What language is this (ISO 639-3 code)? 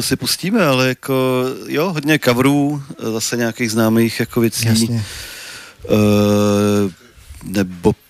ces